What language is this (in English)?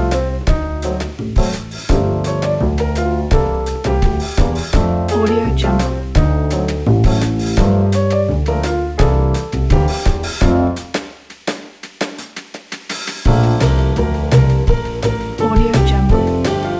Malay